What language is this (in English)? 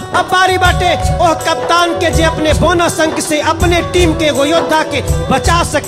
Bhojpuri